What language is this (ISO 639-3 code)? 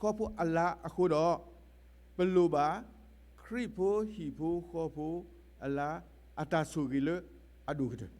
ksw